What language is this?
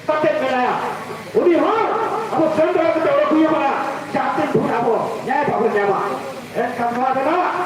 Santali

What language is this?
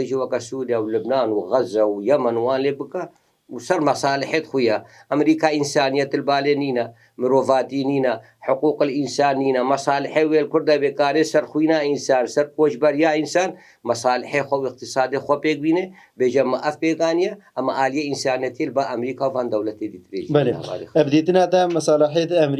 Kurdish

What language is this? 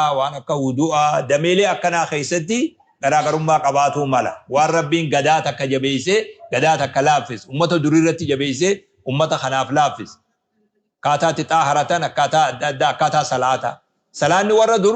Oromo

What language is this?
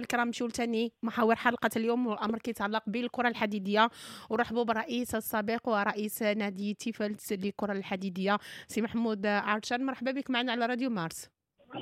Moroccan Arabic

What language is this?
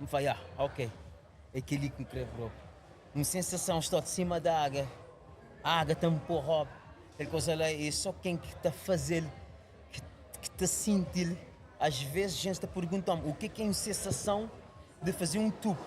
Kabuverdianu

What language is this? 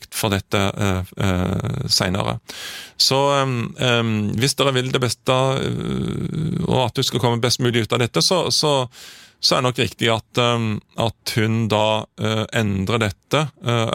Norwegian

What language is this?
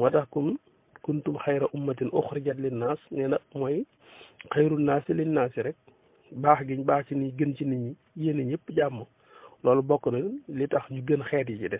Wolof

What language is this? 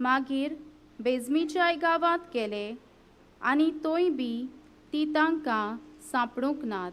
Konkani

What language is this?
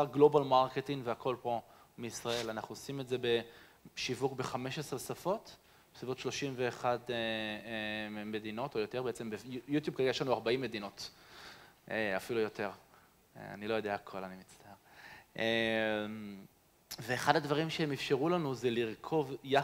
Hebrew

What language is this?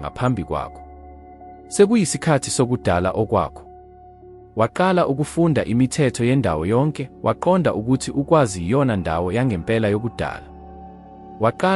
Zulu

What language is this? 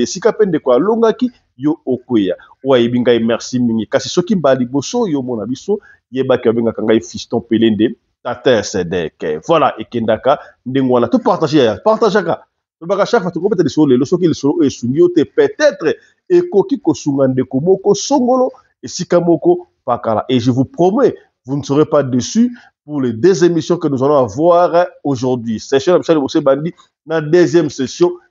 Lingala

